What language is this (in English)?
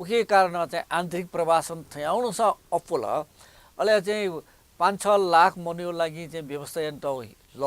Newari